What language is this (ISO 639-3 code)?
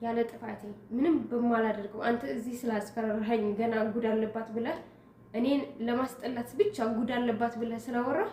amh